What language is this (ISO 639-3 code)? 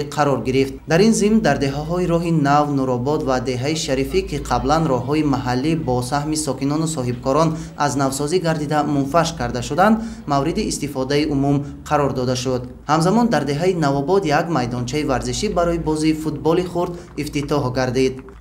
tgk